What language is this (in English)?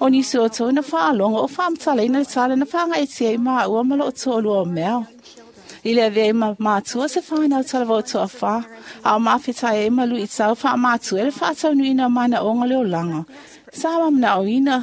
Samoan